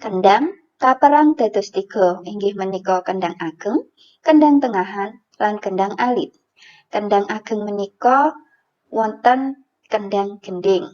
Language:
Javanese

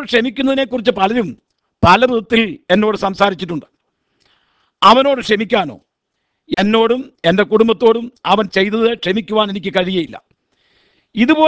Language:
Malayalam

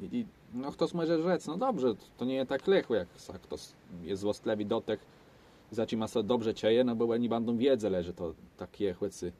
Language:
Kashubian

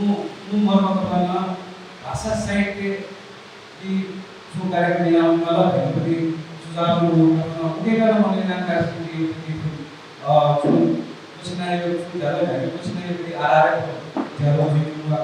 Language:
Newari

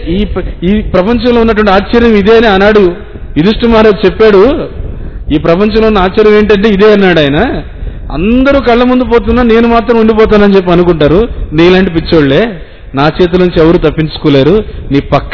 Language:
Telugu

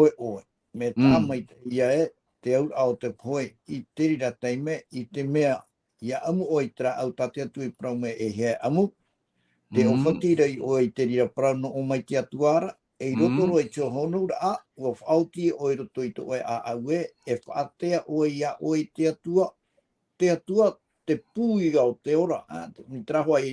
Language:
Tahitian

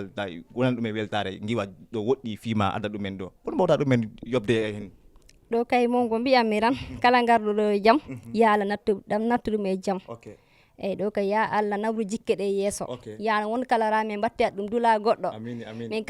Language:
Fula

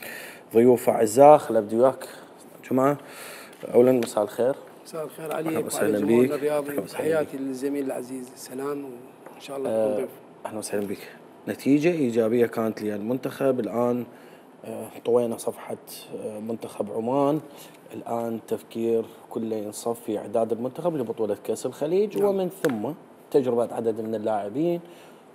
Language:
Mesopotamian Arabic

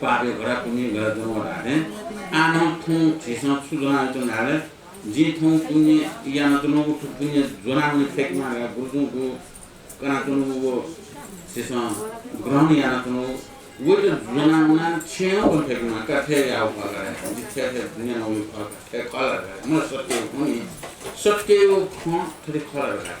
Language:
Newari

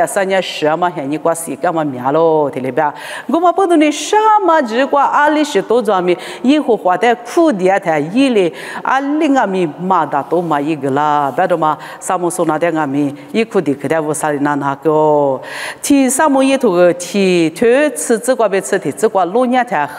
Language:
Lisu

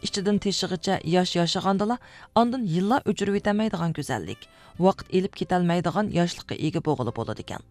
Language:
Uyghur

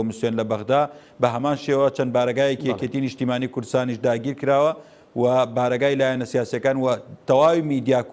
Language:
Central Kurdish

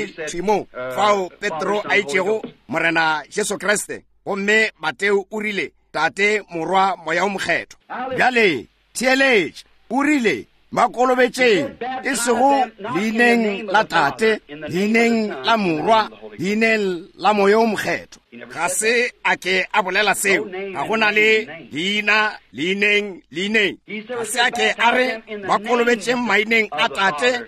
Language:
Northern Sotho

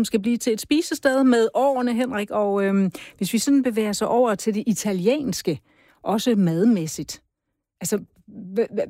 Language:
Danish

